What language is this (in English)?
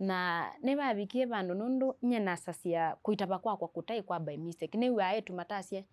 Kamba